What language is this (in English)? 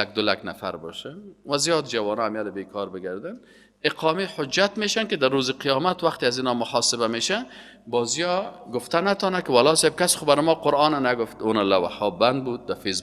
Persian